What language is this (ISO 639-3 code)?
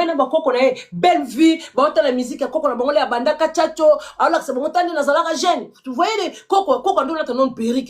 lin